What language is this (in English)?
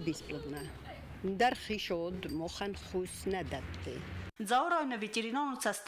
Ossetic